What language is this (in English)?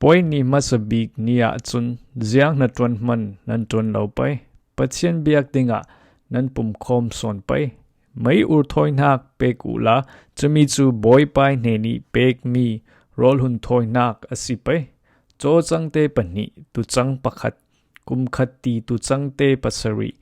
Falam Chin